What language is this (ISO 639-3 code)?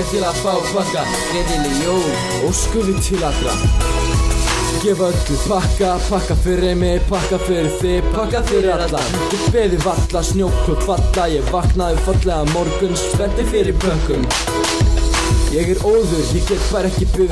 isl